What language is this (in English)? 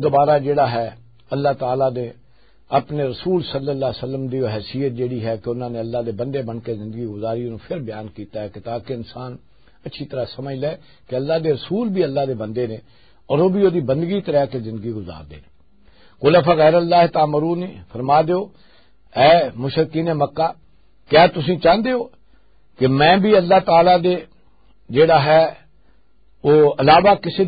Western Panjabi